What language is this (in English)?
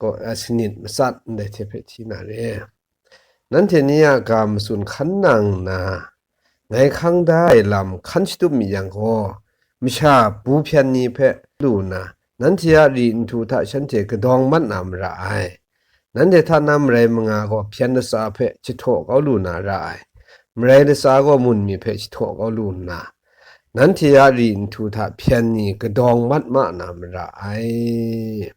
Kachin